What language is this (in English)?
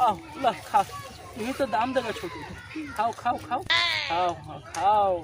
Magahi